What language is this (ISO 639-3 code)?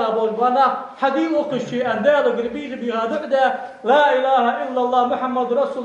inh